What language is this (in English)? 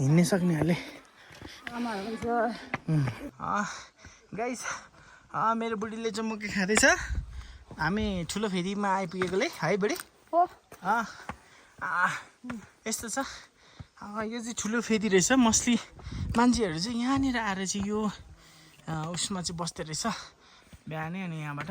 Nepali